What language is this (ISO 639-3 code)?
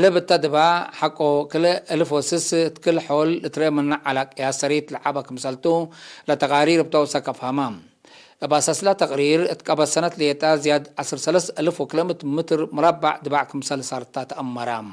tig